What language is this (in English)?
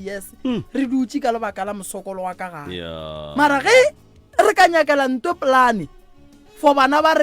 Northern Sotho